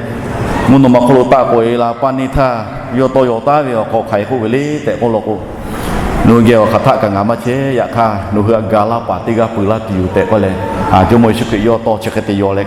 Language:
Lahu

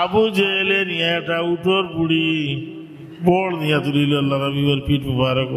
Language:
Sylheti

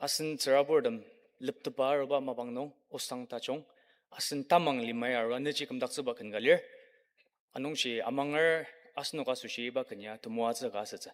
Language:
Ao Naga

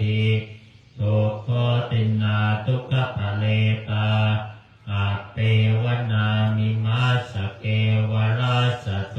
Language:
Pali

